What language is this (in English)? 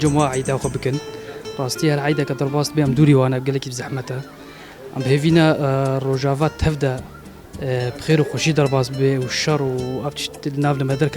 Kurdish